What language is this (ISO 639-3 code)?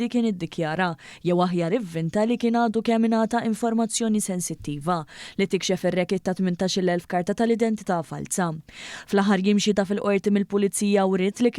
mlt